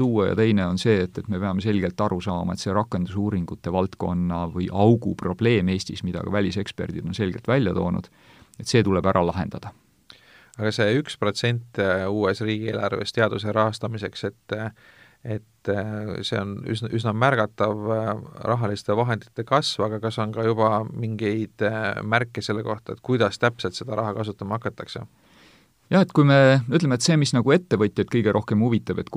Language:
Estonian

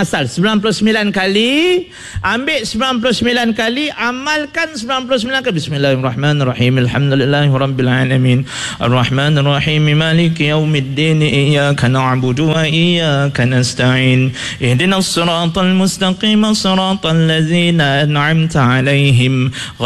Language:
Malay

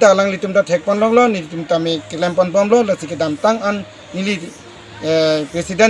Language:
Karbi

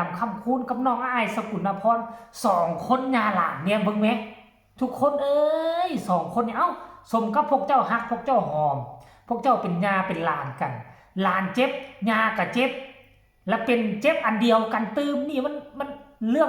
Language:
Northeastern Thai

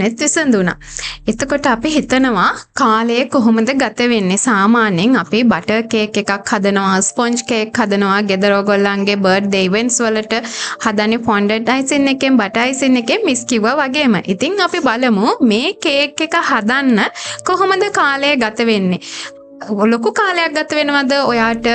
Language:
Sinhala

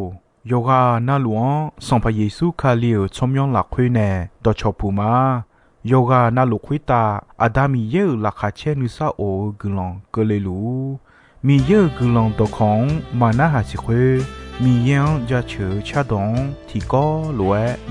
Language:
Akha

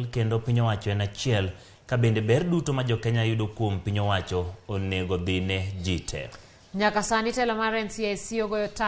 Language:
Luo (Kenya and Tanzania)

